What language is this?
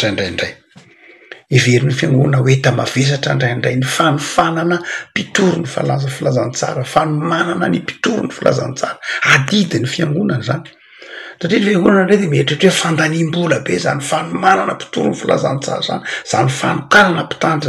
Malagasy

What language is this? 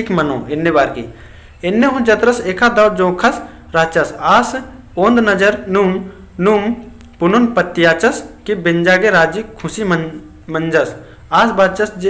Kurukh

